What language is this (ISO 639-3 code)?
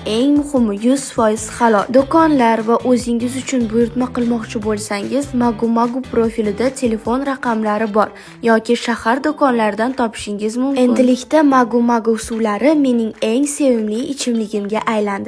uzb